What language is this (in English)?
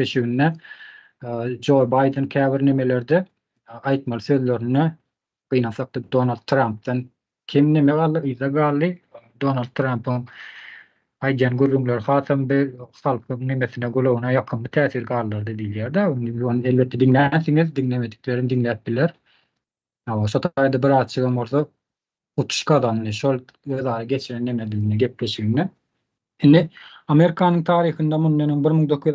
Turkmen